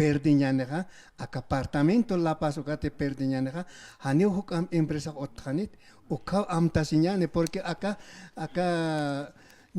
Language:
Aymara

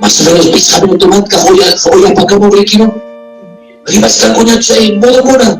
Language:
Ayacucho Quechua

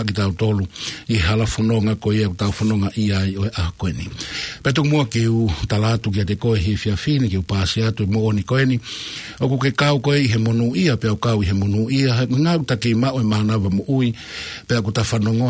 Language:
Tongan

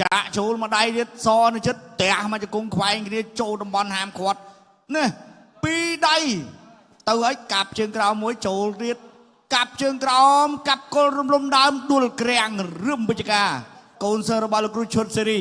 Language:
Khmer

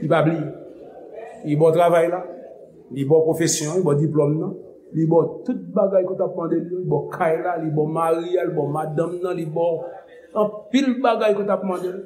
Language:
Haitian Creole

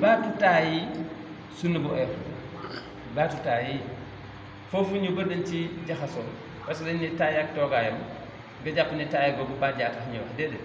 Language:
Wolof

